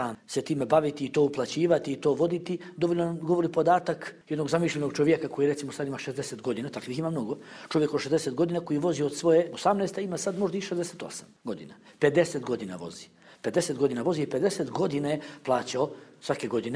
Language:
Bosnian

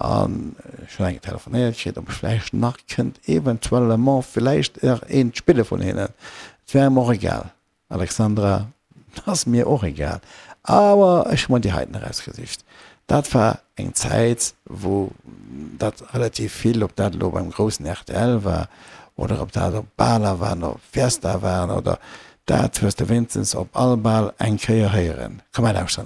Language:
Luxembourgish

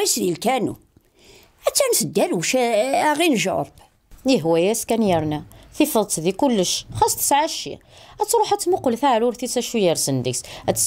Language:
Kabyle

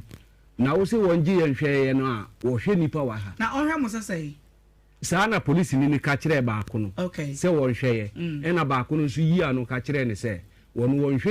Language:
Akan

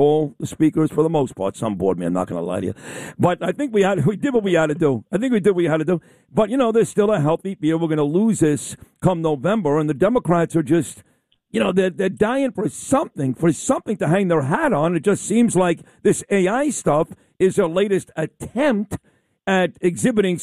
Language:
English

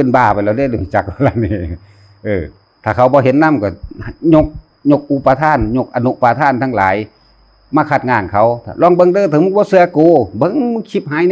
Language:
Northeastern Thai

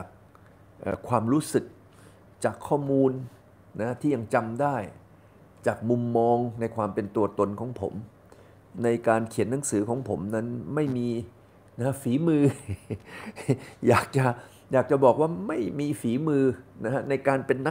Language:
Thai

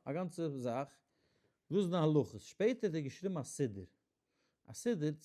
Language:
Yiddish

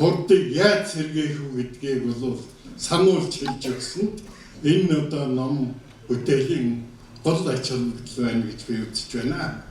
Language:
Mongolian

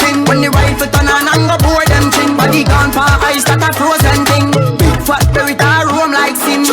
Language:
Jamaican Creole English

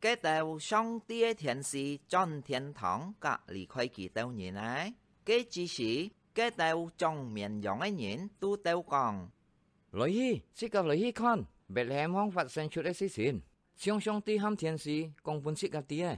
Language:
Hakka Chinese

